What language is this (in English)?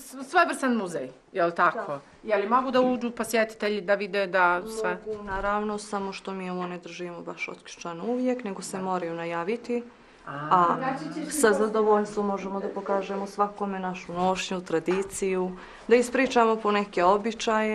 Bosnian